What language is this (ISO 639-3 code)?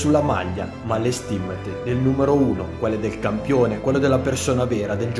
ita